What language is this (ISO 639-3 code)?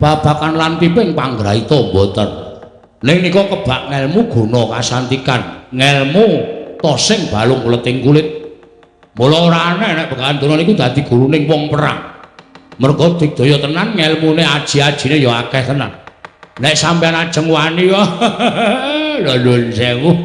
jav